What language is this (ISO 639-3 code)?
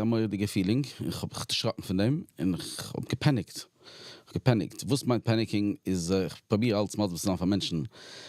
yid